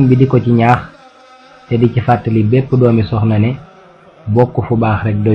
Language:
Wolof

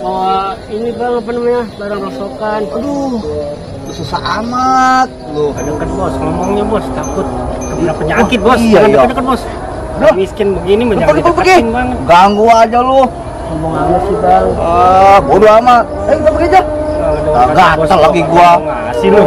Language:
Betawi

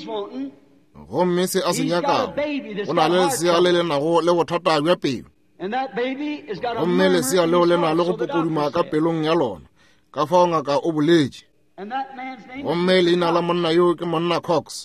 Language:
Northern Sotho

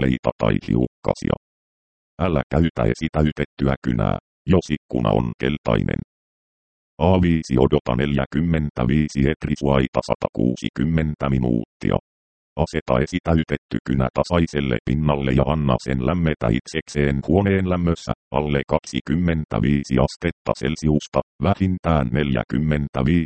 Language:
Finnish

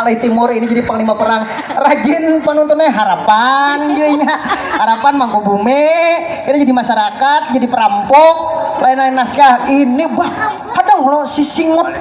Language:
Banjar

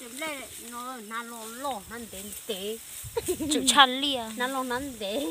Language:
Hmong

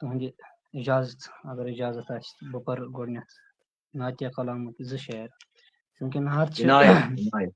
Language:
Kashmiri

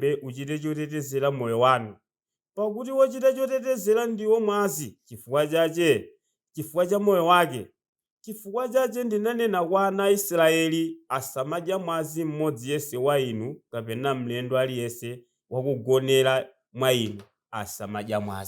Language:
Nyanja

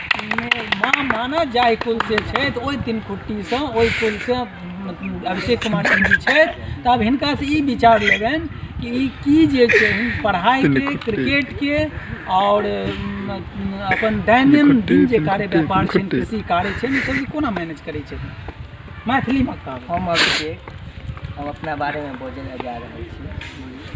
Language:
Maithili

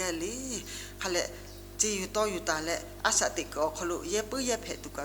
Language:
Lahu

